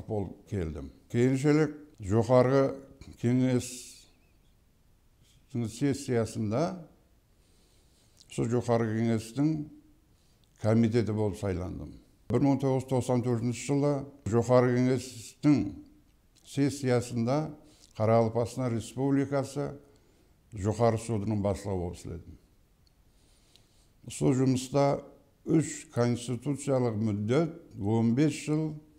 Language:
Kara-Kalpak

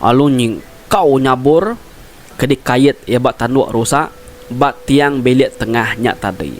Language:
Iban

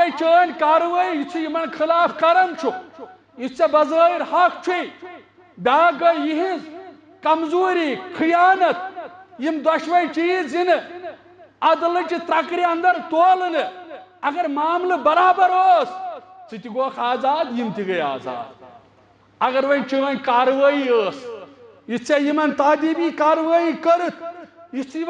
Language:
Kashmiri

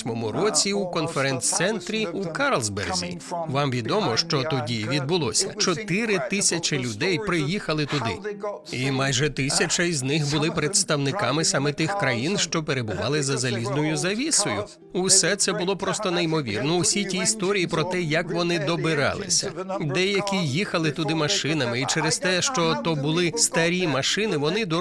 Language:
Ukrainian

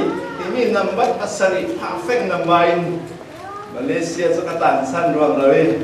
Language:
Falam Chin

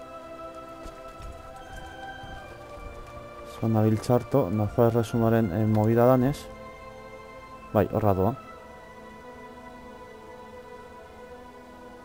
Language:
Basque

